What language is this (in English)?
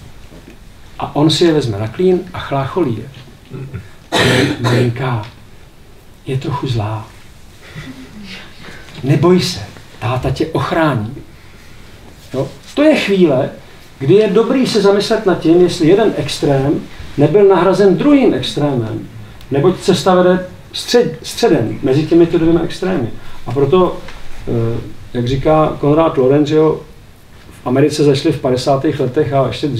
Czech